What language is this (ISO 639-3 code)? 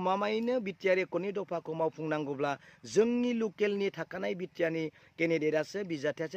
brx